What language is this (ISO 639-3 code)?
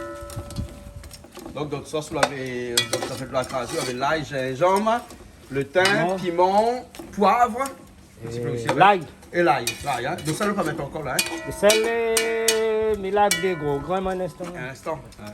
rcf